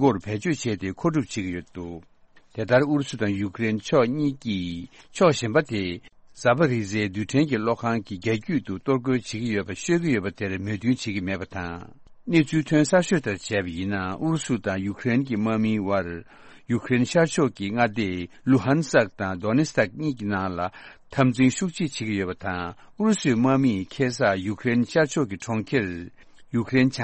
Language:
Tibetan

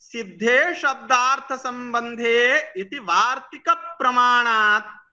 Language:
Sanskrit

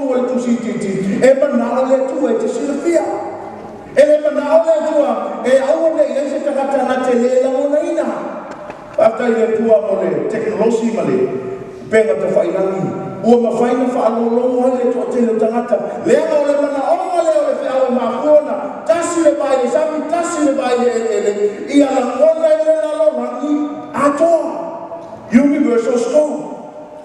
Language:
Samoan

